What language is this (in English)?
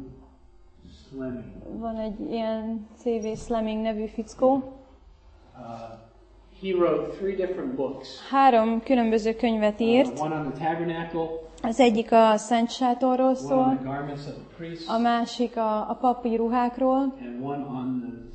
Hungarian